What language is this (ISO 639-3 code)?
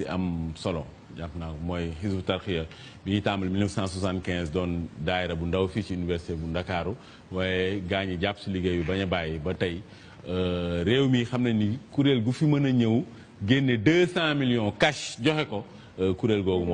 wol